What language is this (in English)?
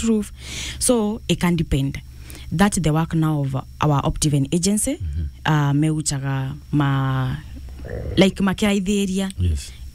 Meru